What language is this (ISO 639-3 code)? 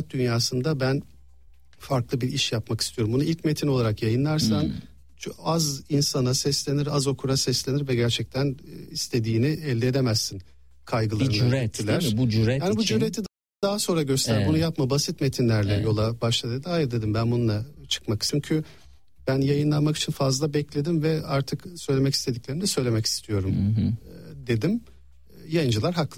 tur